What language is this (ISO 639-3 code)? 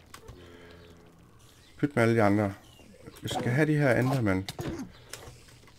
dan